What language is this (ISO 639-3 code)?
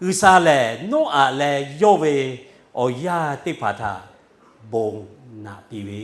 lhu